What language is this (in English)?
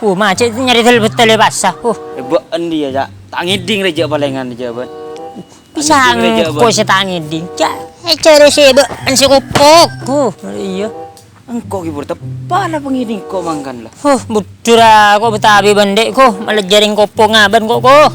Madurese